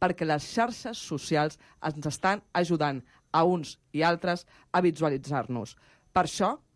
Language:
Catalan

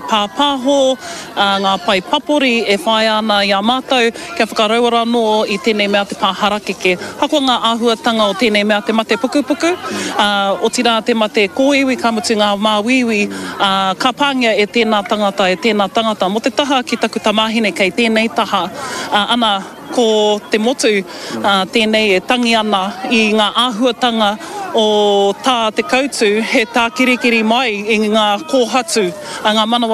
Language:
Māori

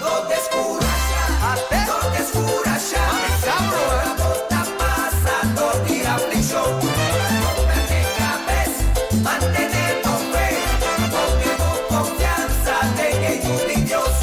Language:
Papiamento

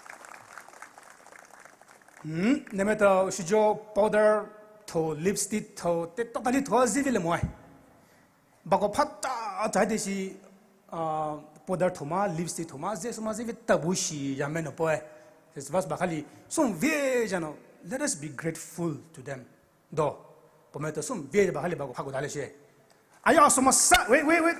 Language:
Poumei Naga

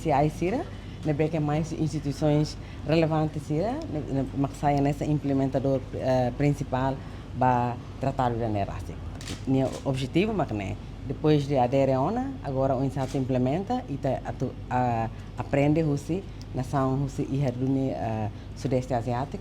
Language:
Tetum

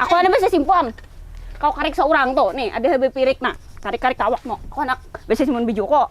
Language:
Banjar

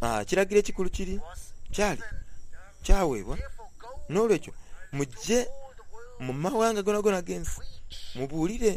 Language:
Soga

